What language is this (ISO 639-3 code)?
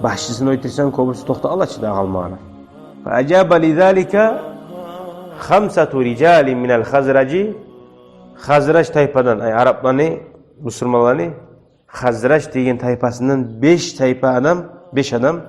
kum